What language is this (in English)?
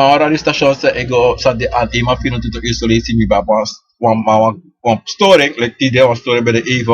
Sranan Tongo